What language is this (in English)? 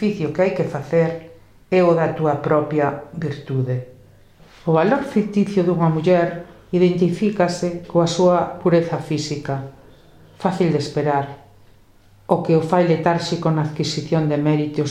Galician